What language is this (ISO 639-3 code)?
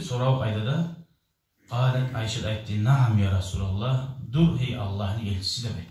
kum